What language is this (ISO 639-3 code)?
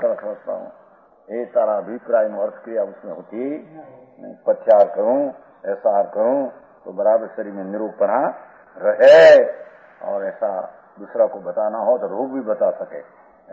guj